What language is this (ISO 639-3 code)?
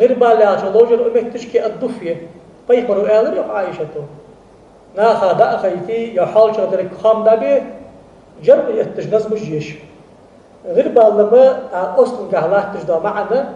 inh